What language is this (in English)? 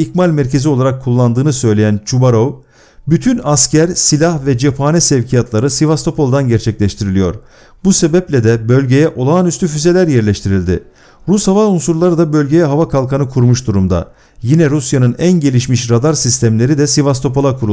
Turkish